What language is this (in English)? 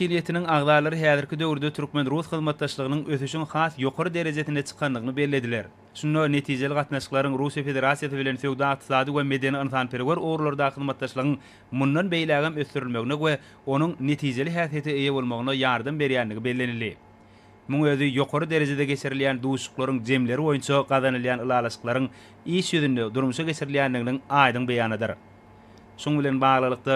Turkmen